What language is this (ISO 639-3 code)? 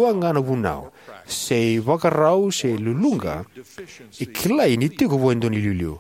fij